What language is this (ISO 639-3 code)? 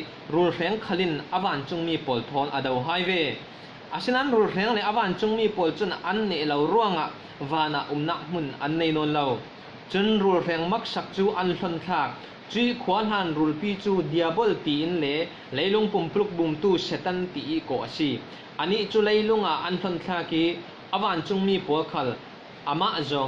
cfm